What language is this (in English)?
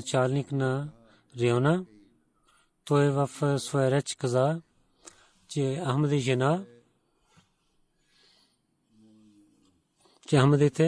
Bulgarian